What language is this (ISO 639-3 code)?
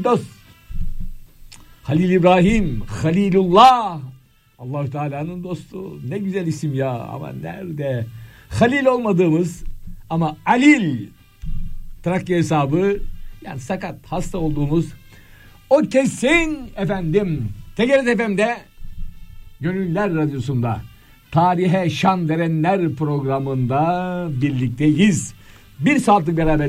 tur